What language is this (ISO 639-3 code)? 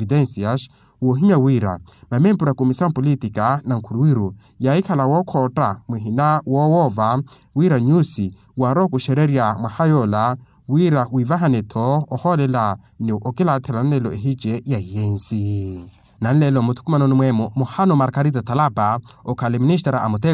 vmw